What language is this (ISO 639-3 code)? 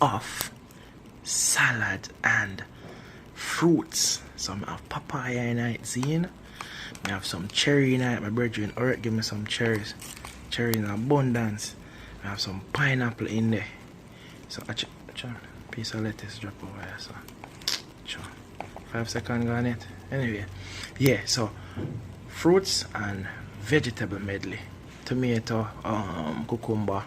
jam